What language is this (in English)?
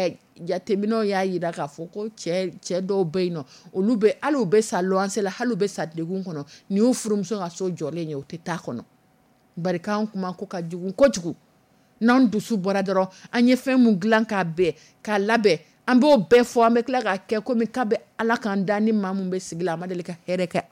Dyula